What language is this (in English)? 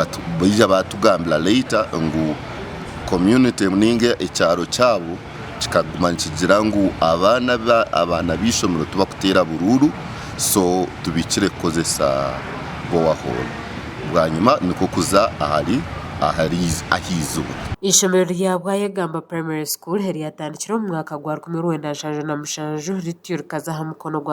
Nyankole